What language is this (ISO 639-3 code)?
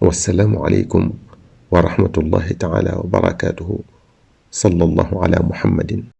wol